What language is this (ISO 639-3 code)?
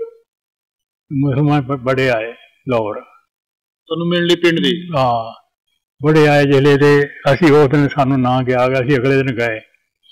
pan